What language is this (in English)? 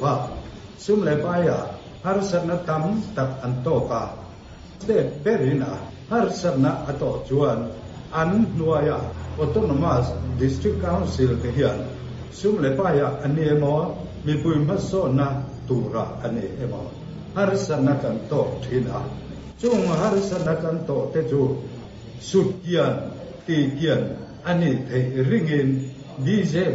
Mizo